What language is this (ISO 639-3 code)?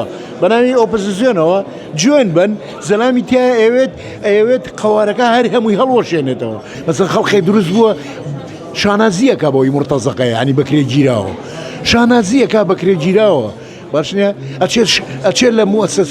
ckb